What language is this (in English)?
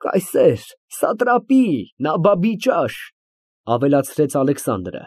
Armenian